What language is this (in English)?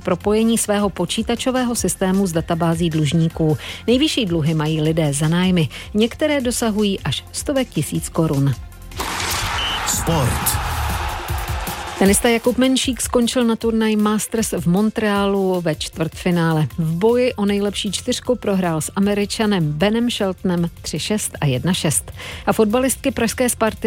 Czech